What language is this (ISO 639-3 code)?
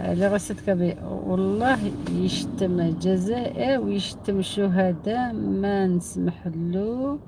arq